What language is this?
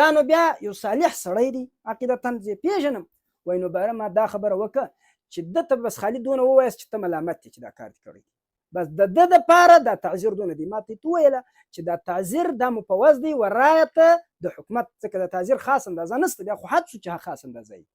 Pashto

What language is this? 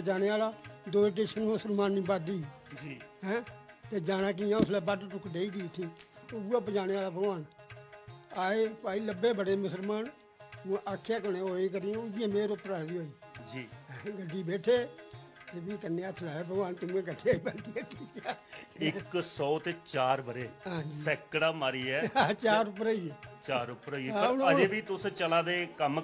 Dogri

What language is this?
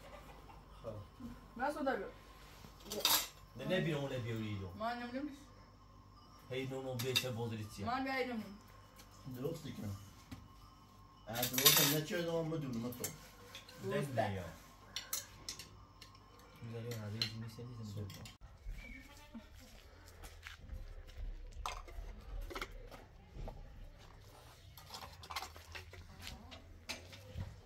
Persian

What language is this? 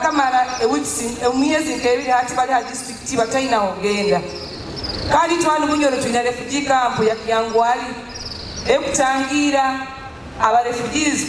Nyoro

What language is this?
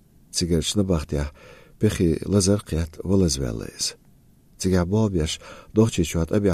Chechen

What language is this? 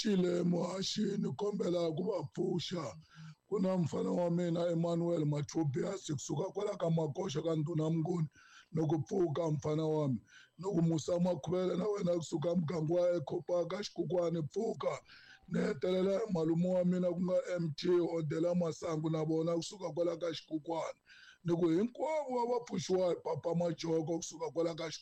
Tsonga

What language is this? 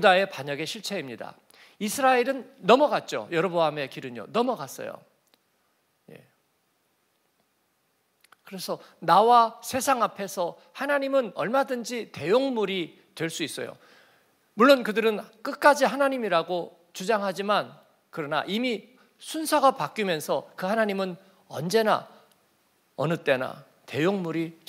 Korean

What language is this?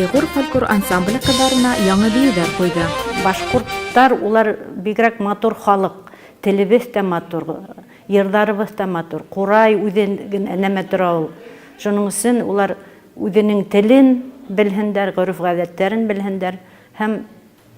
Bashkir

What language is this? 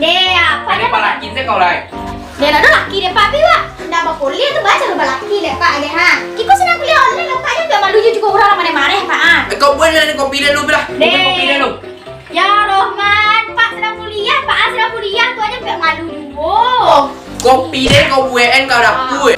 Minangkabau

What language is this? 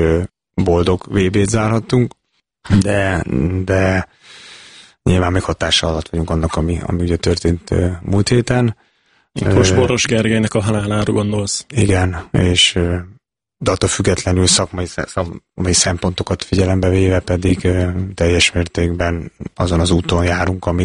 Hungarian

